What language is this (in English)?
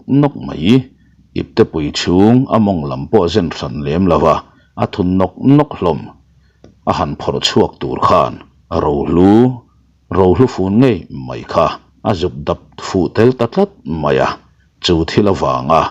Mizo